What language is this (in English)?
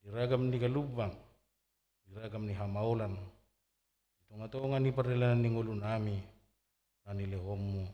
Batak Toba